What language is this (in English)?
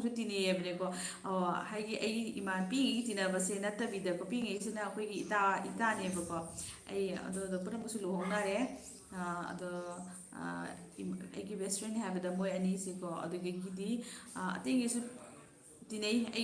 Manipuri